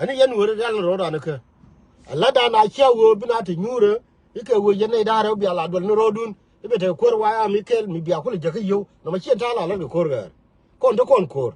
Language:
Nuer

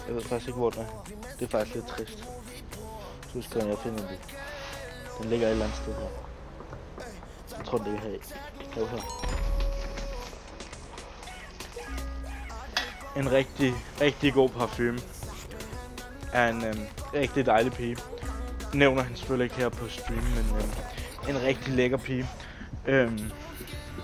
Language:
Danish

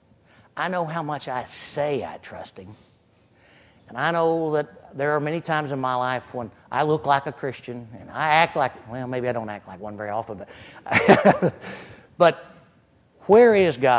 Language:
English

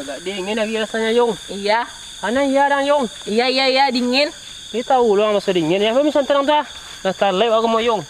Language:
Minangkabau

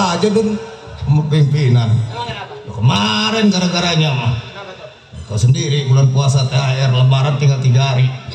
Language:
Betawi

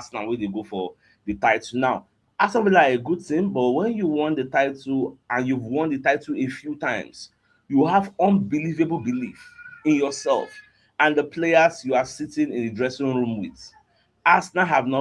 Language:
Nigerian Pidgin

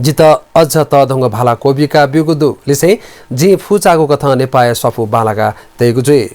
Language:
Newari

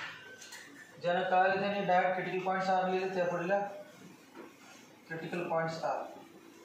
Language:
Marathi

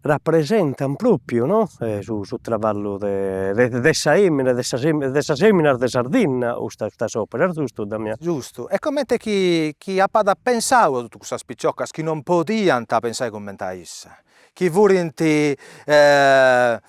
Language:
Sardinian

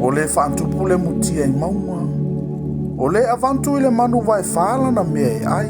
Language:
Samoan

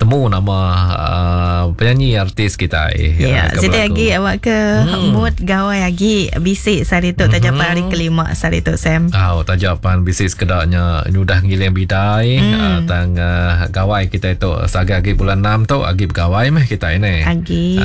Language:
Iban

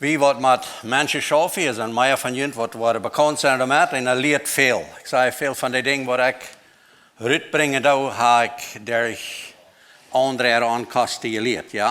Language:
Plautdietsch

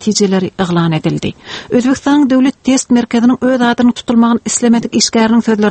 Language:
Turkmen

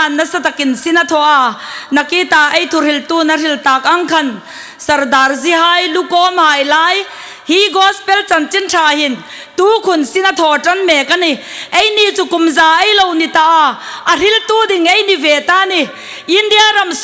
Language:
Hmar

